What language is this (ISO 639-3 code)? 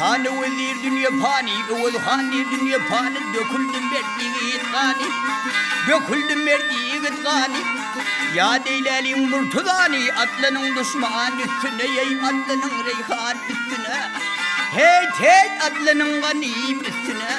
tuk